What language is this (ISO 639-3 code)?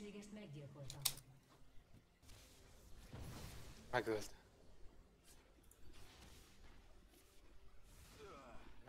hun